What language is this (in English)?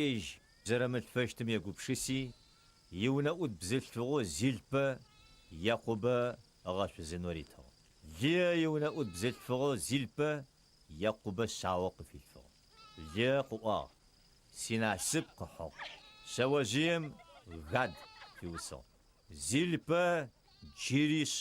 Adyghe